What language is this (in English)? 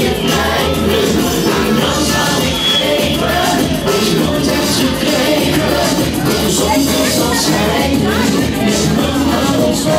Dutch